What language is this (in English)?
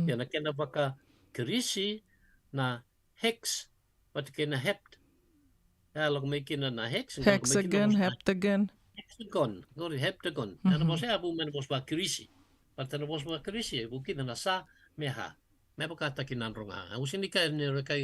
Fijian